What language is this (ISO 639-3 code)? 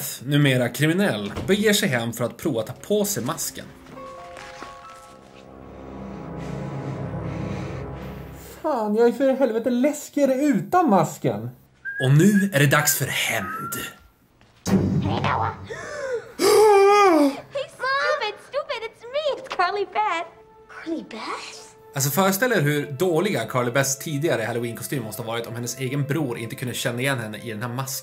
swe